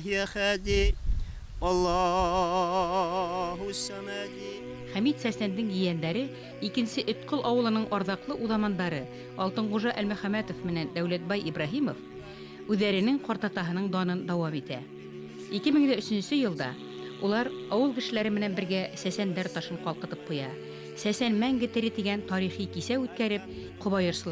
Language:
Bashkir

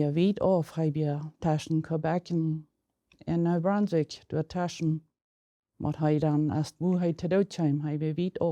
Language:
Plautdietsch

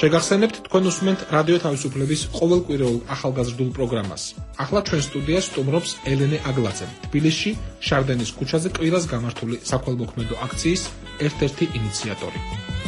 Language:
Georgian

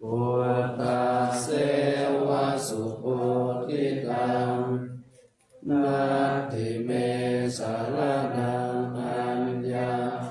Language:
Pali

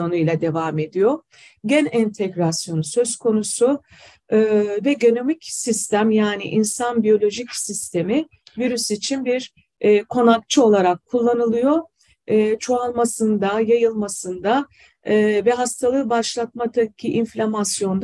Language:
Turkish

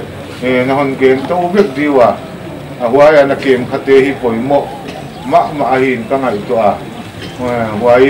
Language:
Paite Chin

